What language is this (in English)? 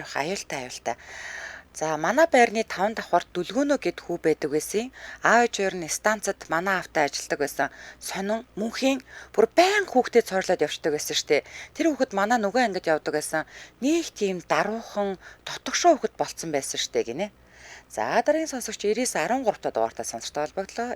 Mongolian